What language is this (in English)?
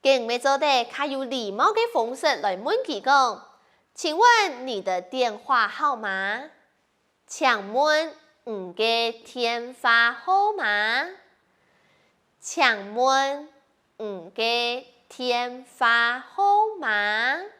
Hakka Chinese